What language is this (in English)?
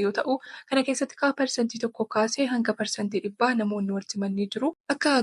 Oromo